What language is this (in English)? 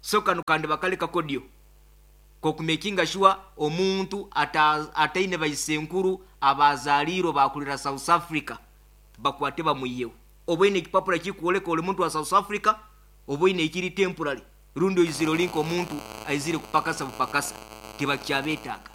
Nyoro